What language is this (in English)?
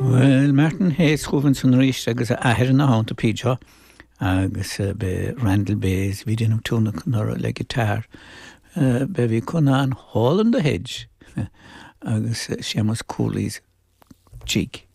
Irish